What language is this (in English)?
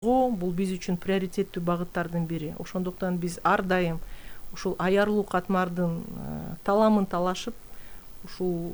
Kyrgyz